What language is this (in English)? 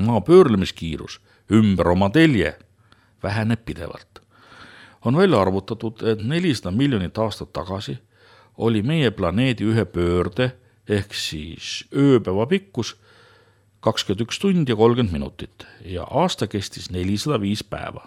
Estonian